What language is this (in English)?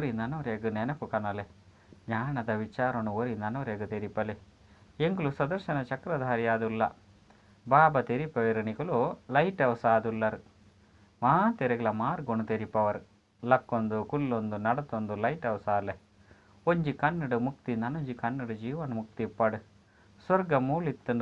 Tulu